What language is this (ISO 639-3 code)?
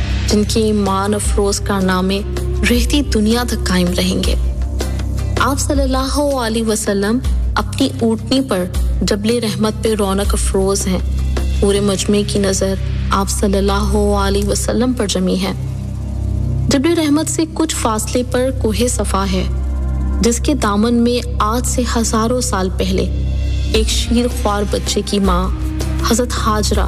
urd